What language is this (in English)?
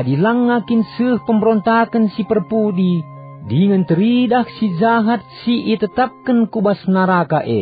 Batak Karo